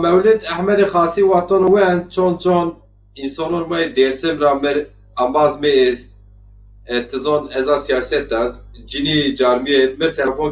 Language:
Zaza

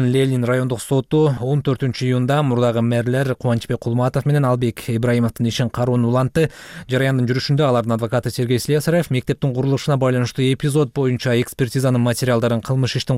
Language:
Kyrgyz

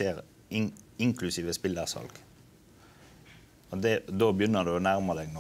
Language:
Norwegian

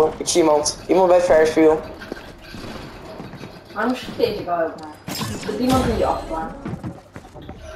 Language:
Dutch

